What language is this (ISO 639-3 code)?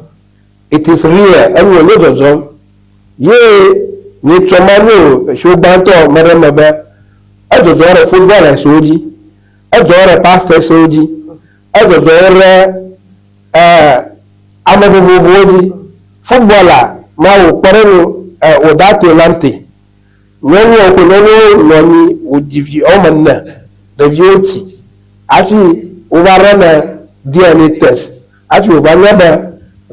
ewe